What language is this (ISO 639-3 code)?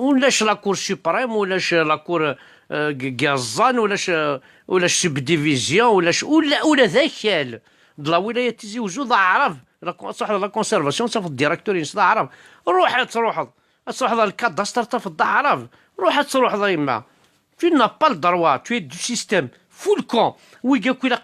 kab